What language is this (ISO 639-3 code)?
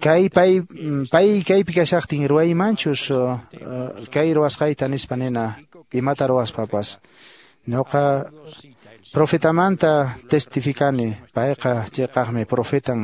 que